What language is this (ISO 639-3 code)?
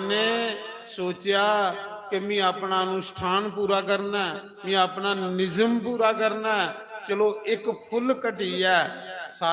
doi